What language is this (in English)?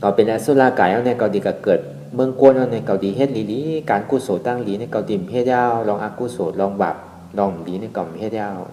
Shan